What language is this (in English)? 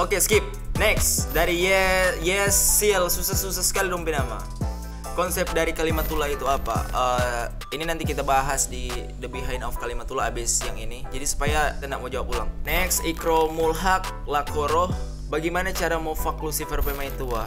Manado Malay